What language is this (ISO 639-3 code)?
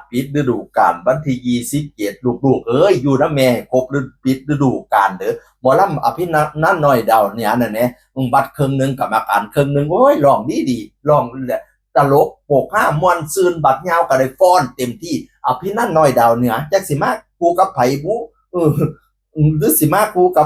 tts